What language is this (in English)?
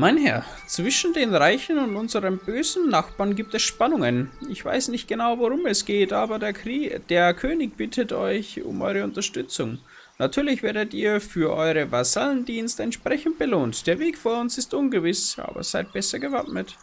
Bavarian